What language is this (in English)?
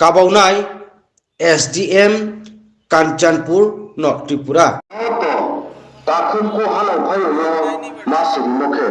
Riang (India)